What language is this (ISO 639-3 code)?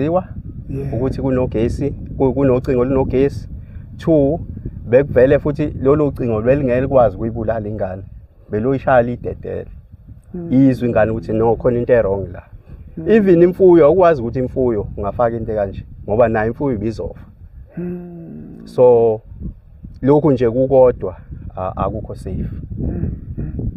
zul